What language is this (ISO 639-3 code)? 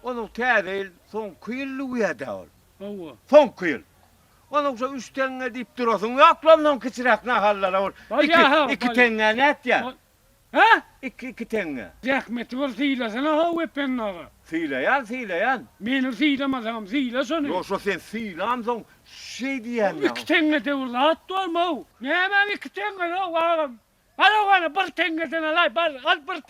tuk